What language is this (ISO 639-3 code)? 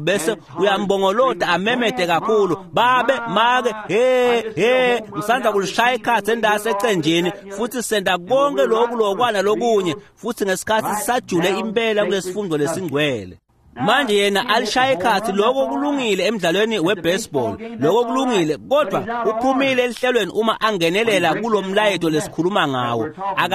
ssw